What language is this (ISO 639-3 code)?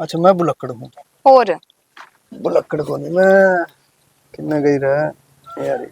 bgc